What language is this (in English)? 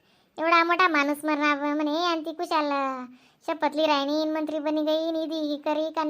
Khandesi